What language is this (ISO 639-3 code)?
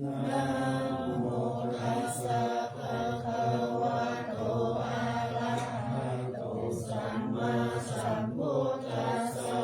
pli